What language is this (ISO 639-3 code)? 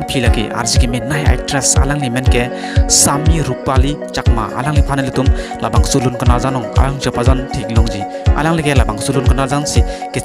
mjw